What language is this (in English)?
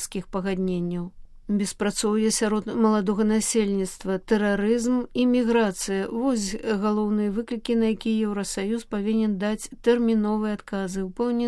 Belarusian